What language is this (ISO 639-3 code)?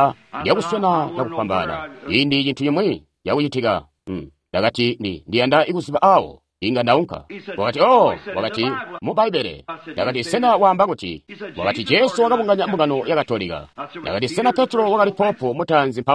toi